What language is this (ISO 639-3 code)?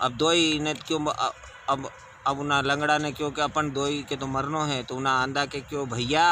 raj